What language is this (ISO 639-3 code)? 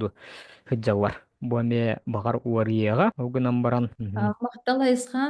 sah